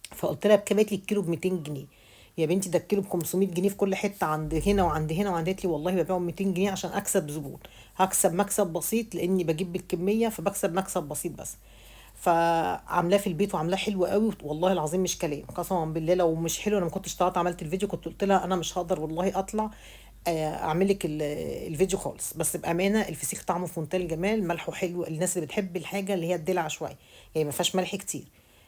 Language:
Egyptian Arabic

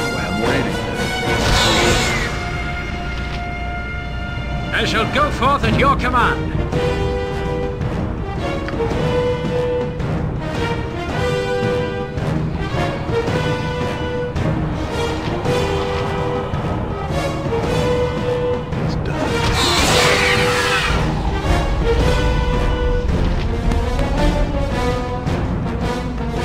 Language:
English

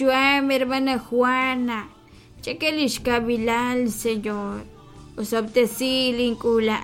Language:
Kekchí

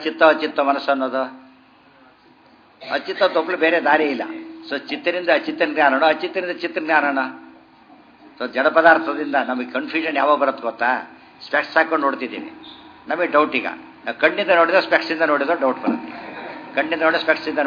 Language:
Kannada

